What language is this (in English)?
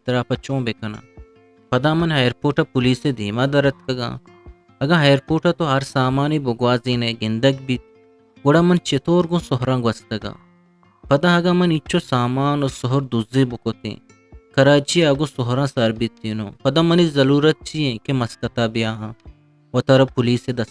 Eastern Balochi